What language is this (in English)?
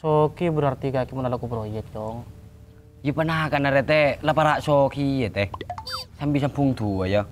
Madurese